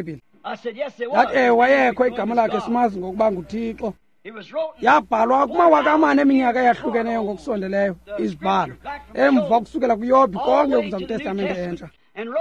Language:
Xhosa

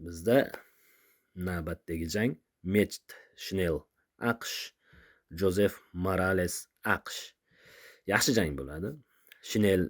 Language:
Uzbek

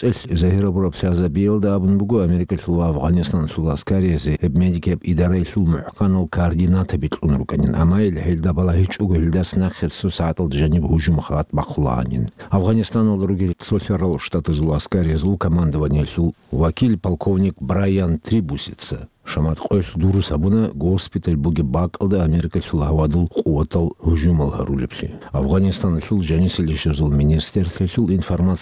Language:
Avaric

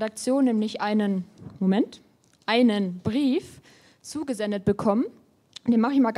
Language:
German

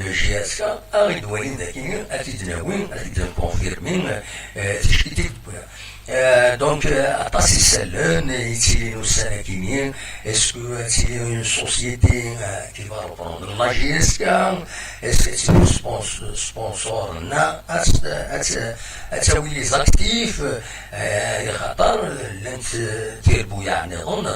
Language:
Kabyle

